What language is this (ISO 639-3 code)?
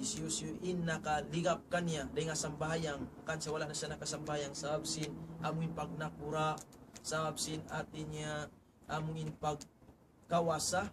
tsg